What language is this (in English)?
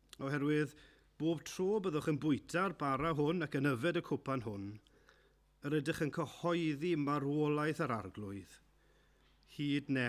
Welsh